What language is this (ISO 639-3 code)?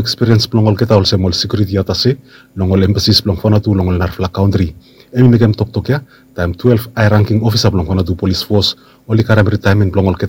bis